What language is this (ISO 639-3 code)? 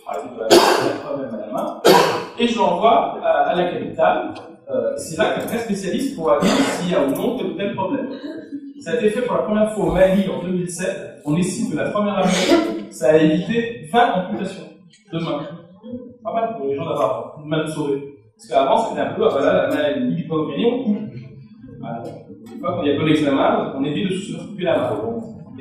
fra